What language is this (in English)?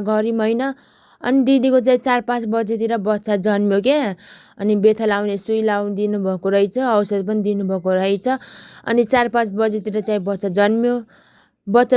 Nepali